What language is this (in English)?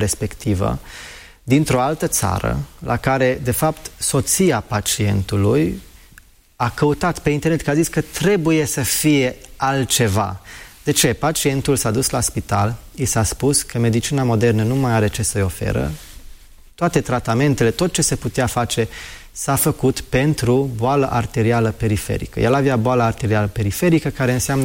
Romanian